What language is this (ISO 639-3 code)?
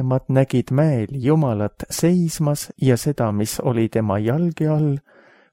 est